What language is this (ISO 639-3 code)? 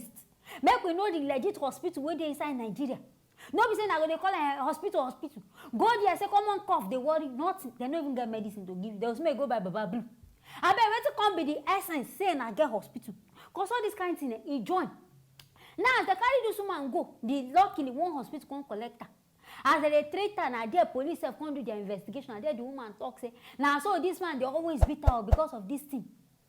pcm